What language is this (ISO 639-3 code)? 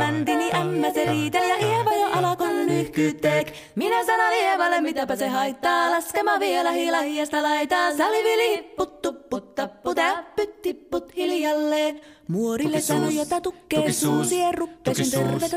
fin